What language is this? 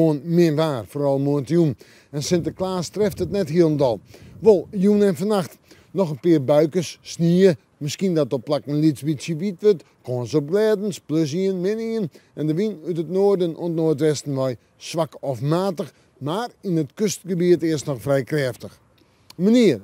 Western Frisian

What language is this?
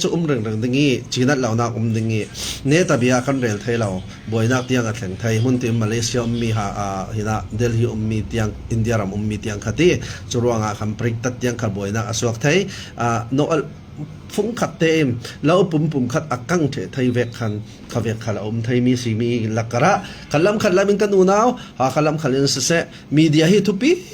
Falam Chin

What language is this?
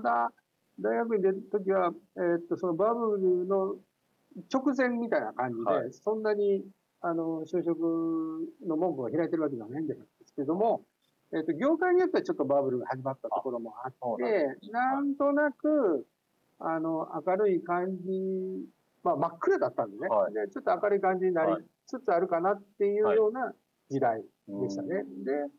Japanese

